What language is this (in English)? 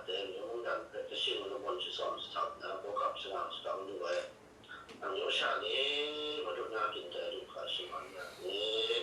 Kachin